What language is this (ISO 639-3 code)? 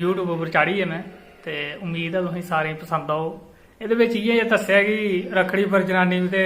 doi